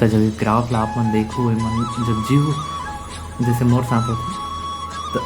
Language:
Chhattisgarhi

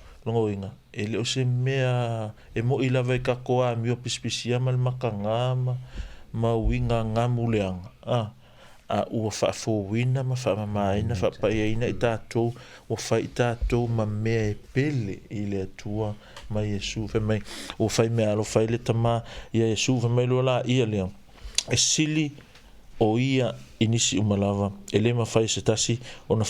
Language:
Samoan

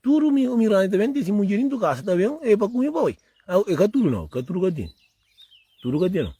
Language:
Kabuverdianu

